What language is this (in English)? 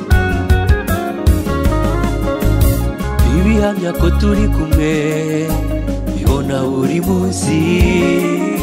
Kinyarwanda